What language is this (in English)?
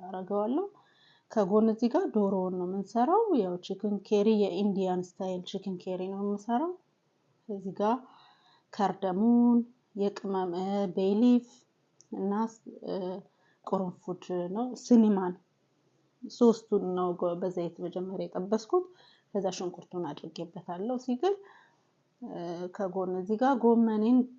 Amharic